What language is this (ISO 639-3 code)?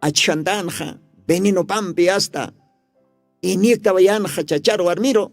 aym